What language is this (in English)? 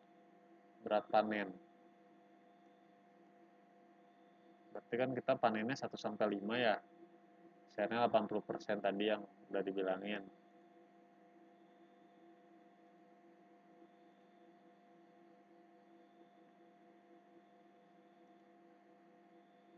Indonesian